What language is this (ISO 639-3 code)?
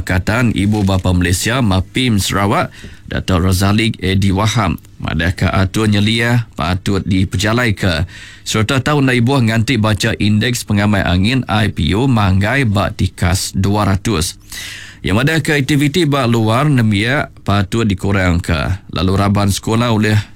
iba